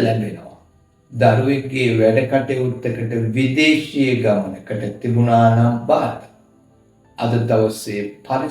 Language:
Sinhala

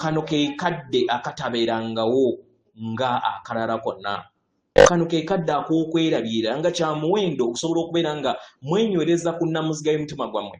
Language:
Ganda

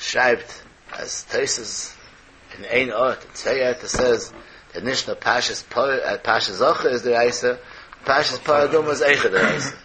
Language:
Yiddish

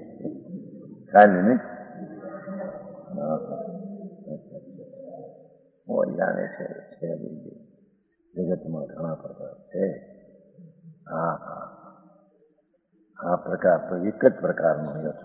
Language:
Gujarati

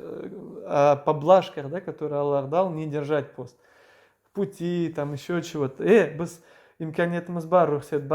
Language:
Crimean Tatar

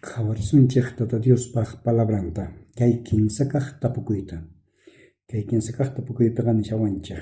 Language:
South Bolivian Quechua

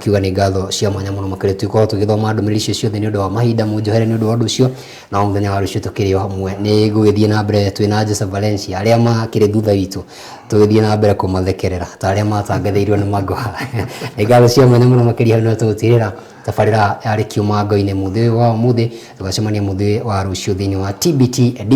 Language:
Kikuyu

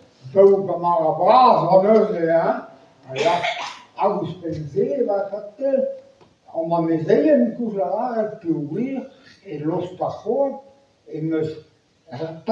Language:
Breton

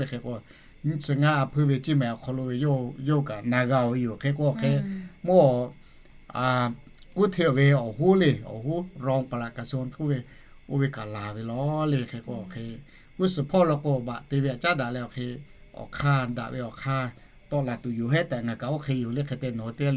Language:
Lahu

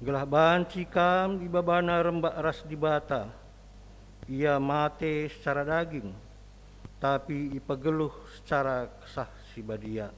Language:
Batak Karo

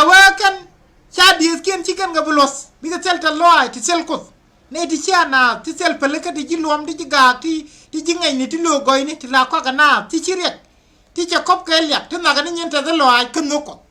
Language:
Nuer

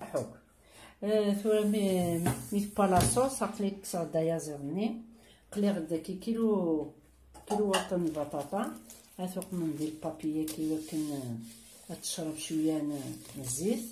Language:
Kabyle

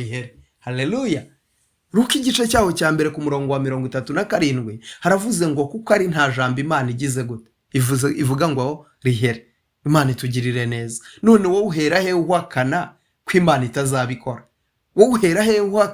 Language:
Kinyarwanda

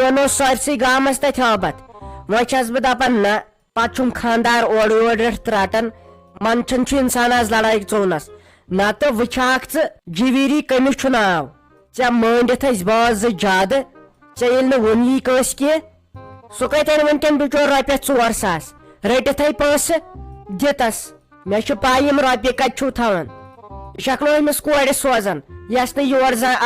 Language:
Kashmiri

